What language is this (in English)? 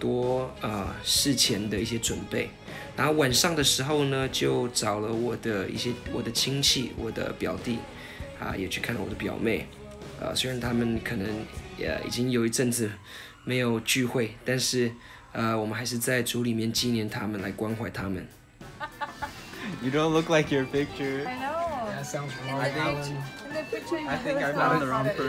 Chinese